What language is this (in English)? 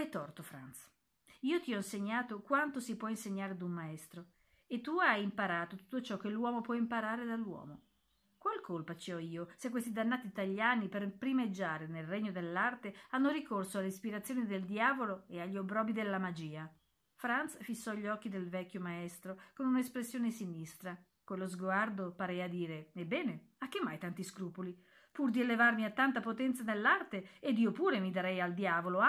Italian